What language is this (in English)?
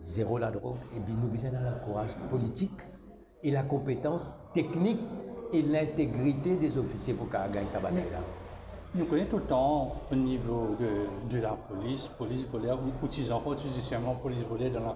Morisyen